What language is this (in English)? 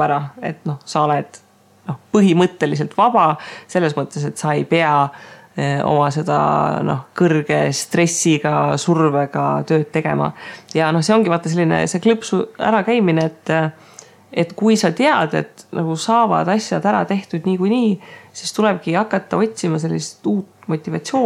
Estonian